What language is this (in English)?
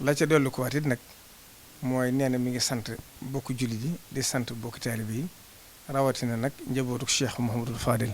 Wolof